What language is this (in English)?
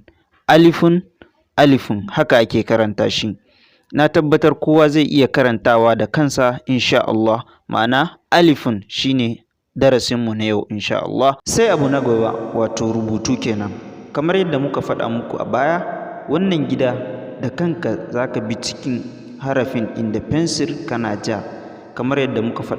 Hausa